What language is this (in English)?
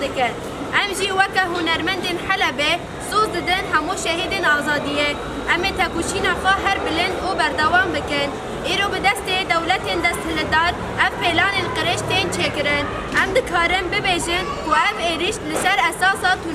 Kurdish